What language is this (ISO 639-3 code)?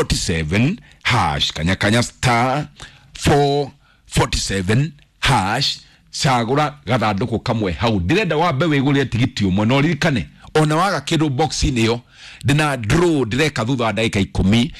kik